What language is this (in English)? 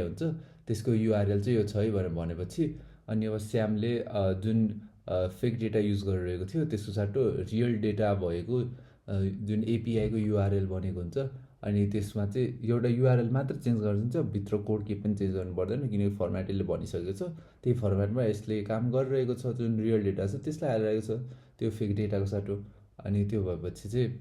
Nepali